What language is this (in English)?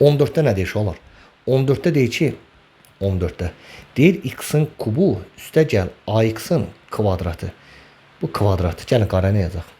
Azerbaijani